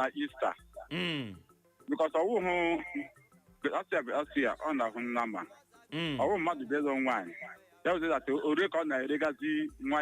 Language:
Igbo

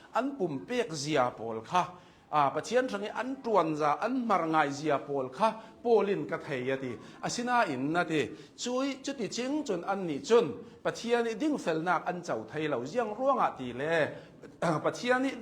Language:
Hakha Chin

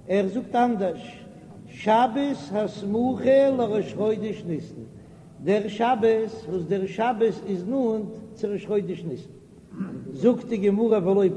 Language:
Yiddish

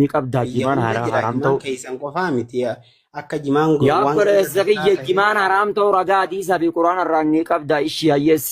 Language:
Oromo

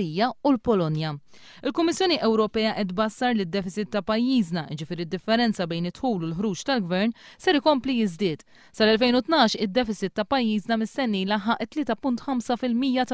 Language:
Maltese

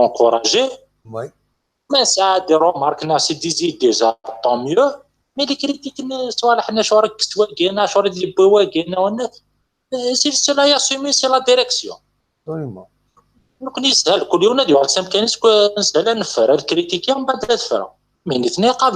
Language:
Kabyle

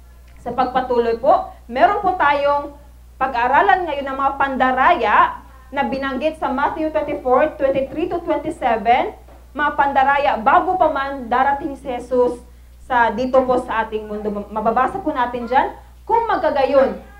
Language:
Filipino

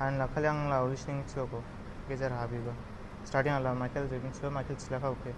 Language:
Dimasa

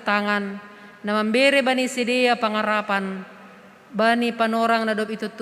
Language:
Batak Simalungun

